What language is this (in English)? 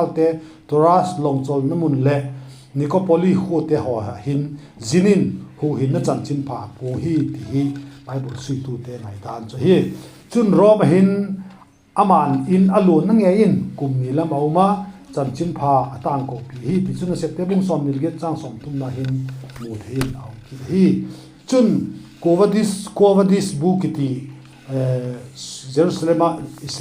Vaiphei